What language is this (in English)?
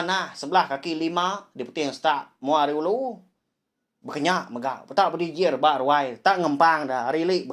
Iban